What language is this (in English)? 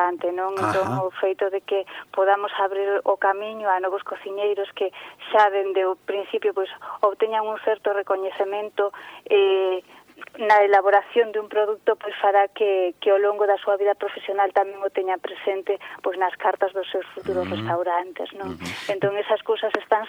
Galician